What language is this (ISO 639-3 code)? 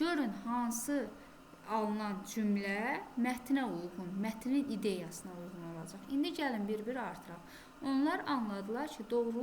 aze